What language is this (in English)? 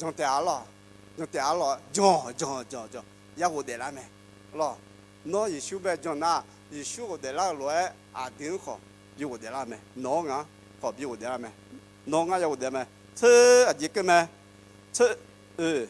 Akha